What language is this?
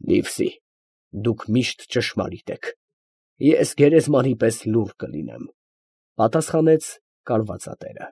Armenian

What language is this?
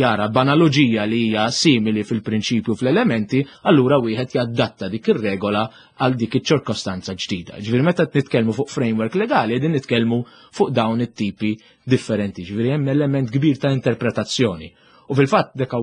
Maltese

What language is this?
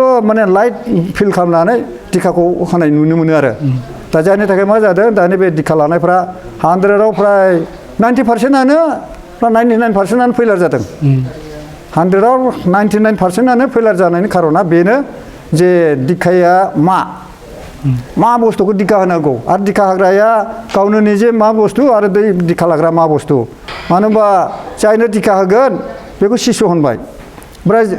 Bodo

